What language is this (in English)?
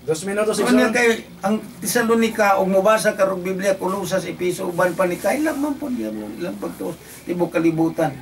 Cebuano